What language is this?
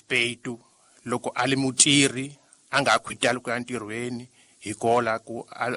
Tsonga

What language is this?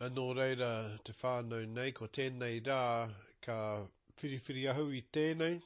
Māori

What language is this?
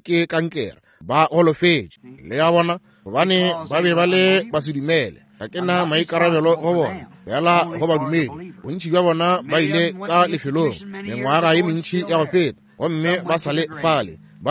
Northern Sotho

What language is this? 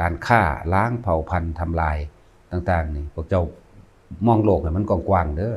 Lao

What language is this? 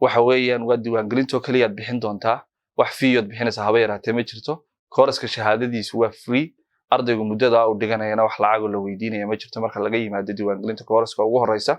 Somali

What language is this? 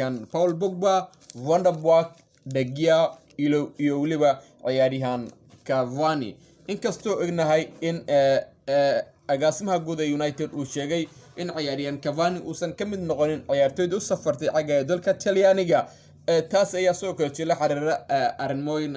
Somali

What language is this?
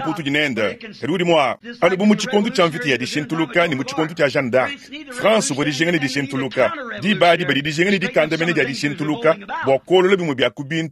Luba-Lulua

